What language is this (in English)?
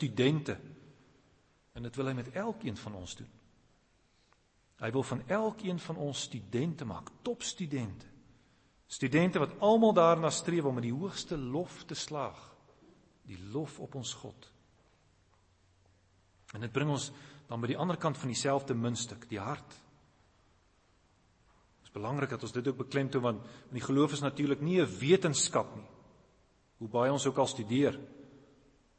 Afrikaans